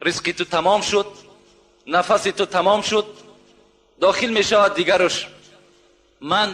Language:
Tajik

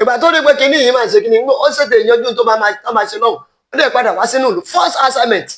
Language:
Yoruba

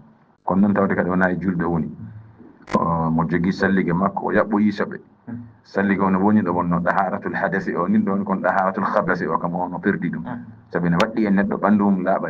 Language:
Fula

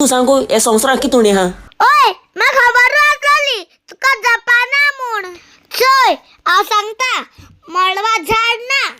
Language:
Konkani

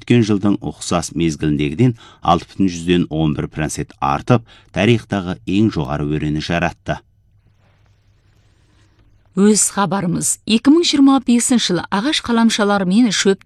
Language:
Kazakh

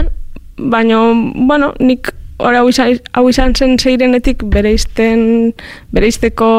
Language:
Basque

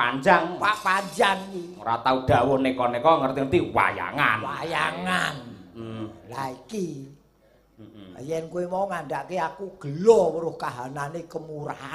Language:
Javanese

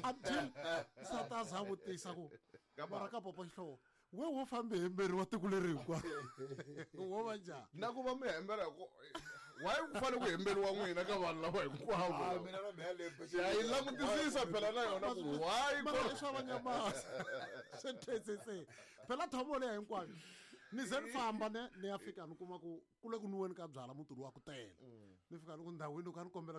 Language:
Tsonga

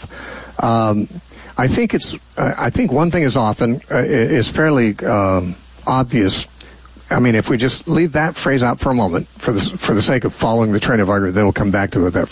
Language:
English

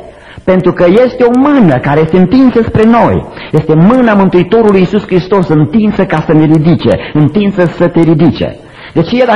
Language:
Romanian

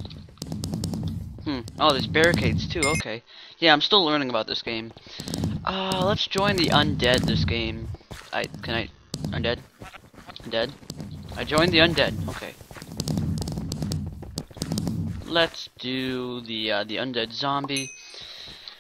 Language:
English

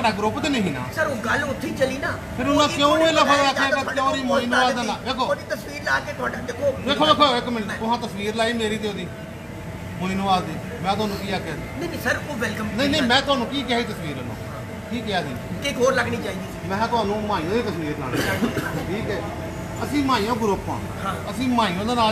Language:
Punjabi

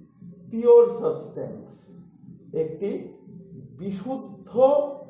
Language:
Bangla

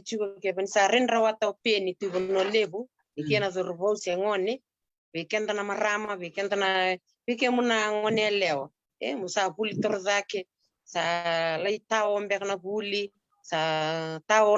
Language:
Fijian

